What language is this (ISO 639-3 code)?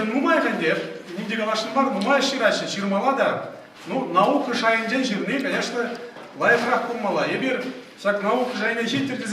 chv